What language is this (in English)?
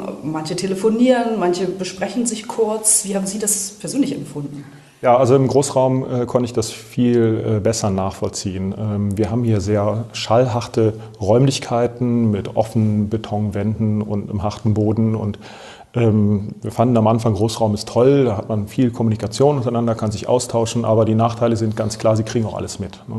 German